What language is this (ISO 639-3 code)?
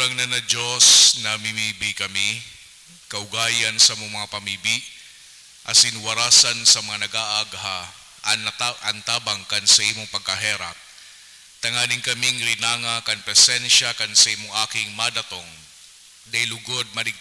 bik